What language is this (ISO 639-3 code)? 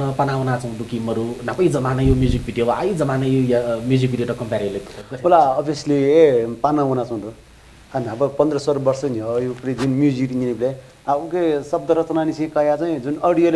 new